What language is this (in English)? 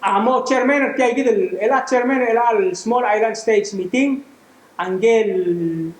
Palauan